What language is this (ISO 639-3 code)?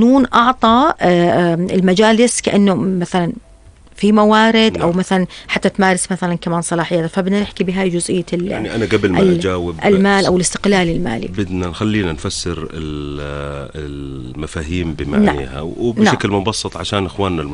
apc